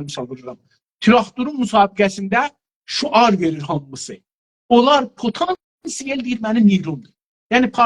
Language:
South Azerbaijani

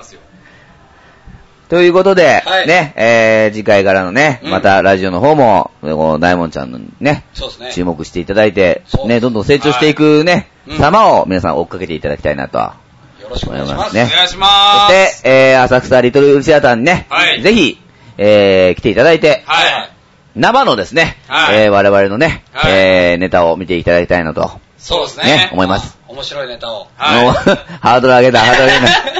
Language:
Japanese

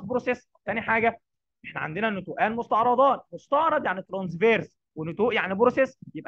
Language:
Egyptian Arabic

